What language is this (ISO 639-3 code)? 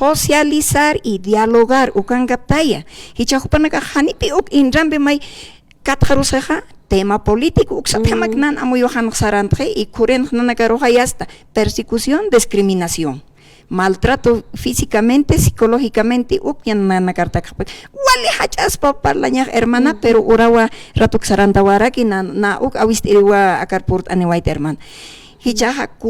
aym